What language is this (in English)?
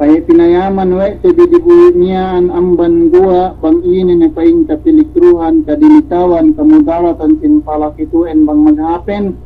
Yakan